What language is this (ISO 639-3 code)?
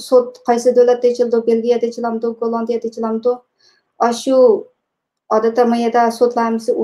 uig